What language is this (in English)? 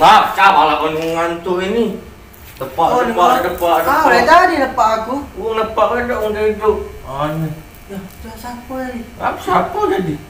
Musi